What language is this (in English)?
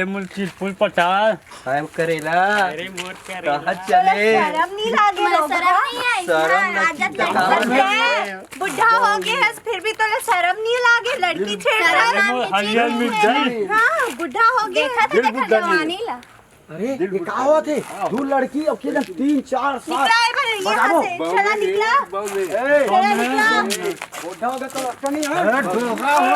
Chhattisgarhi